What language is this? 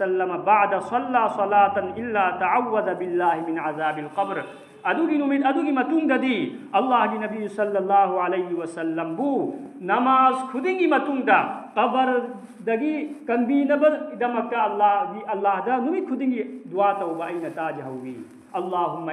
Manipuri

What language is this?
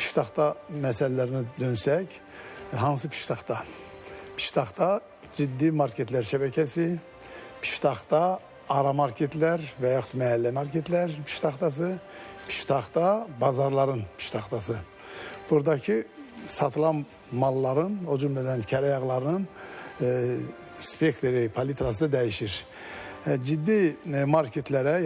Azerbaijani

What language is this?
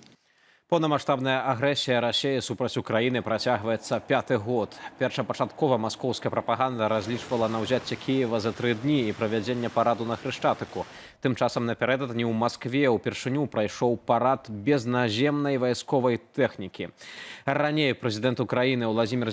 Belarusian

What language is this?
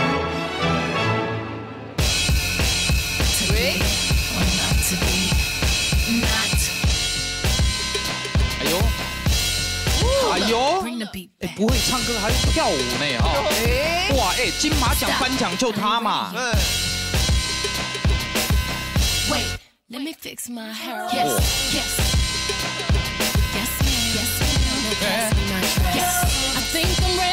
Chinese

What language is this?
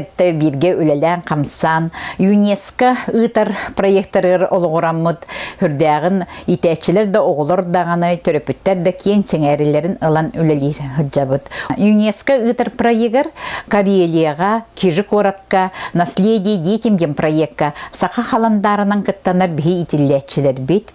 Yakut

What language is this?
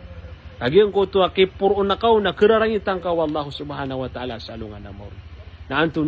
Maranao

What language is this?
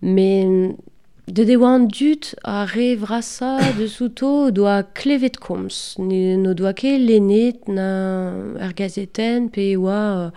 Breton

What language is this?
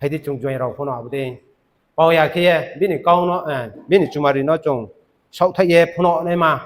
Riang (India)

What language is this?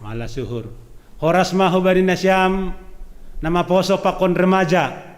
Batak Simalungun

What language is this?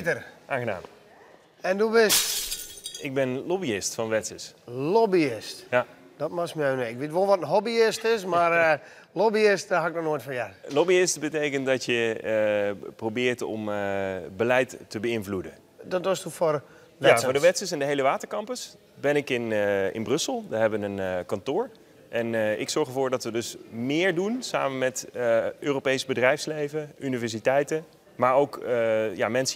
Western Frisian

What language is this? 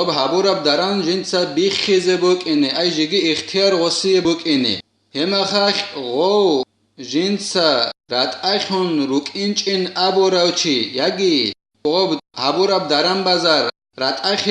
Avaric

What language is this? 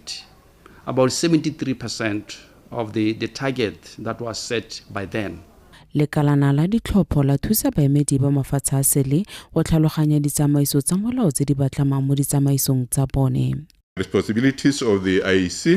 Tswana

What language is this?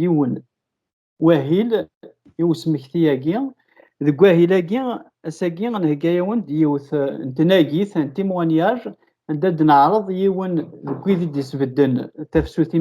Kabyle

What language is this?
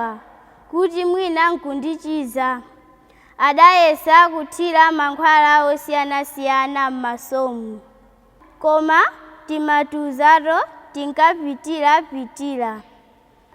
Nyanja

